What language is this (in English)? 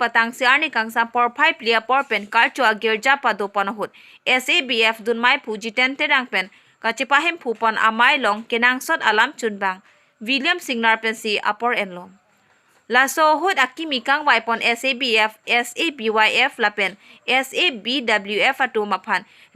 Karbi